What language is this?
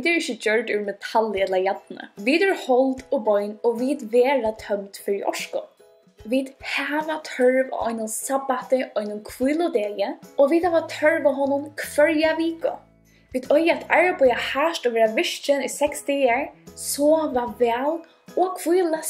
Faroese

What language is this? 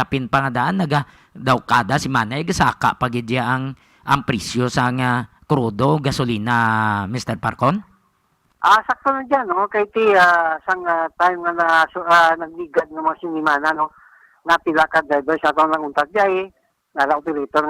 Hiligaynon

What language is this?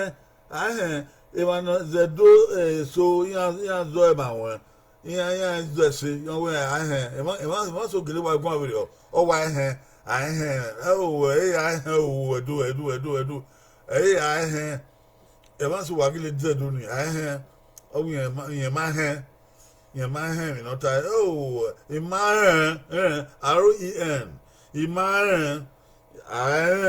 Bini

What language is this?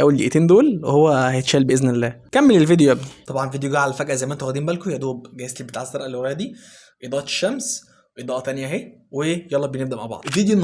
Egyptian Arabic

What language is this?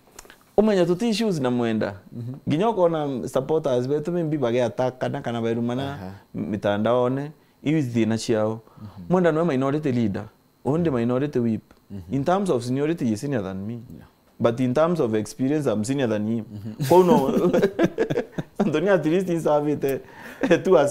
Meru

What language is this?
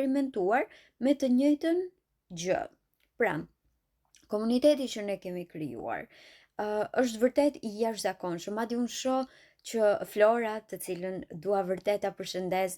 Albanian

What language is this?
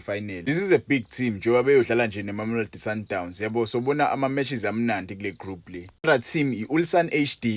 Zulu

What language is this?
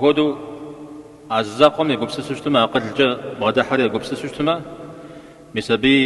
Kabardian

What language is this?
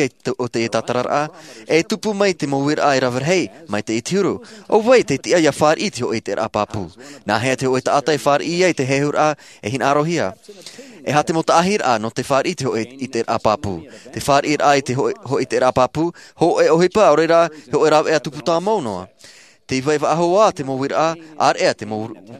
Tahitian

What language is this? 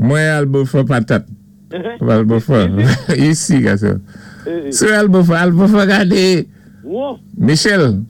Saint Lucian Creole French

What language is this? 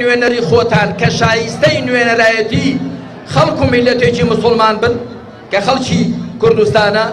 Central Kurdish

